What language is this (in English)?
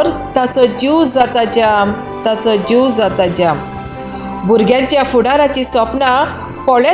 Konkani